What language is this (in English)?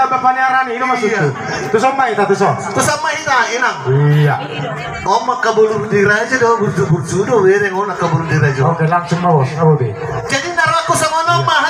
Batak Toba